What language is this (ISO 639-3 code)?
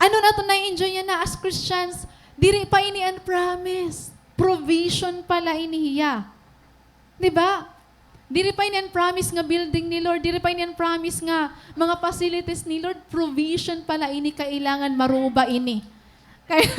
war